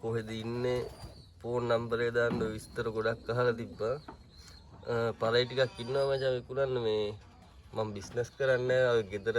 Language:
Sinhala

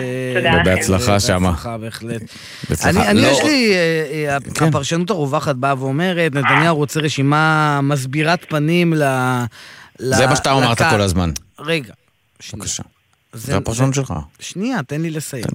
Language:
Hebrew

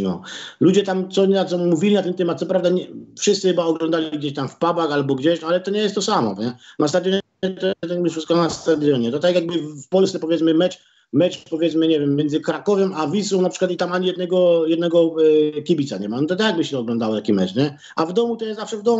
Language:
Polish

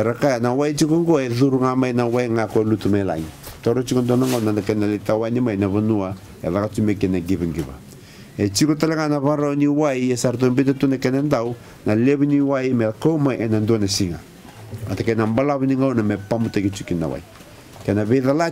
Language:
Fijian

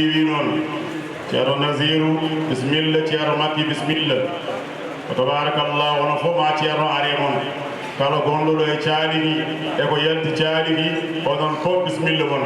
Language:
Fula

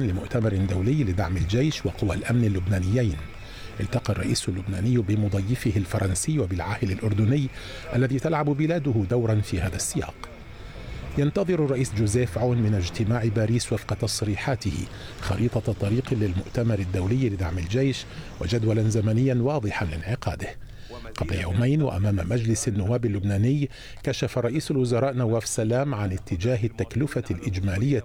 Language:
Arabic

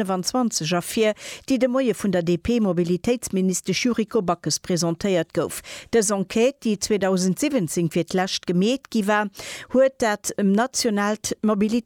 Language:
Luxembourgish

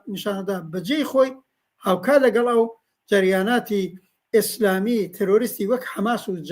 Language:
Central Kurdish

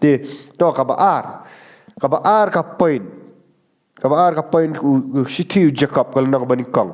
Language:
Khasi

